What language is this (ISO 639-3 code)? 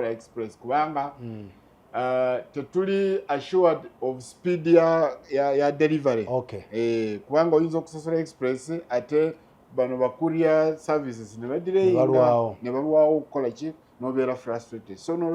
lug